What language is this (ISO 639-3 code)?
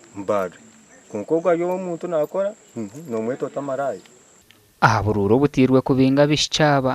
nyn